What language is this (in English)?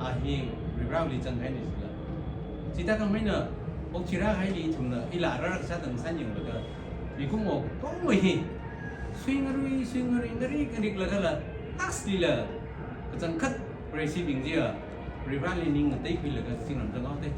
Tangkhul Naga (India)